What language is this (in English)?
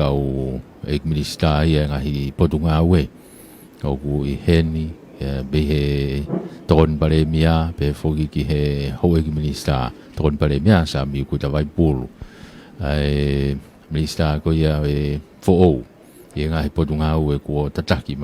Tongan